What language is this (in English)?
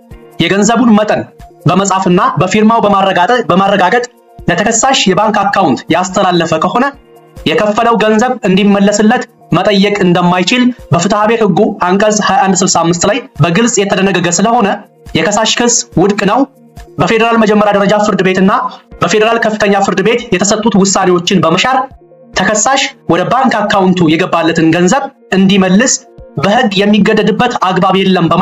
Amharic